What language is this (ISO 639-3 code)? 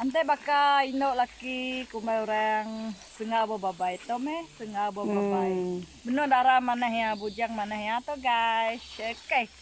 iba